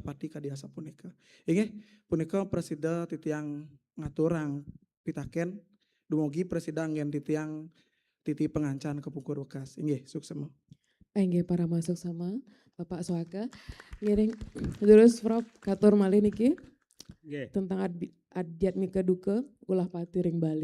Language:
Balinese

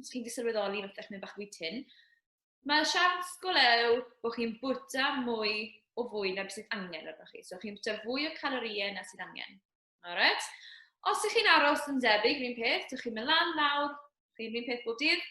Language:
Welsh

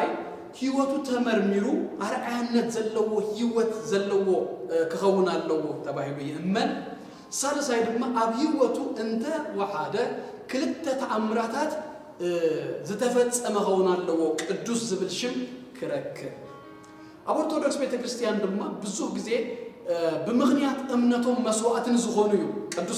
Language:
Tigrinya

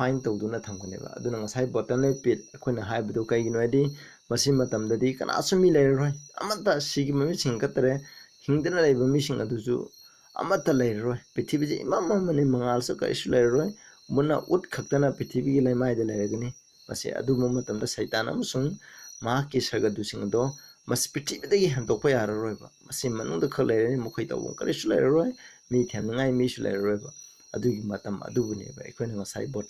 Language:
Manipuri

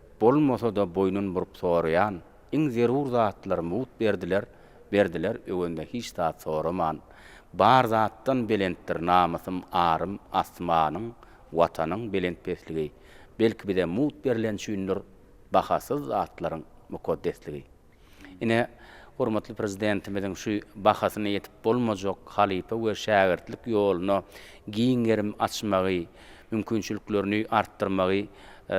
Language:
Turkmen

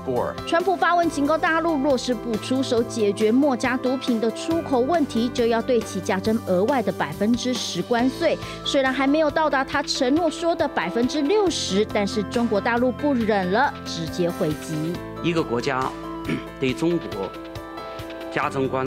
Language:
Chinese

